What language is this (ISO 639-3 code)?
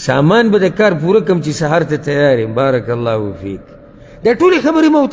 pus